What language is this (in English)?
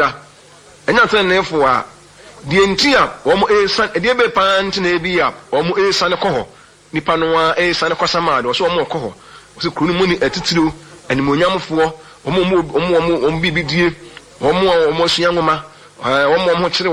Akan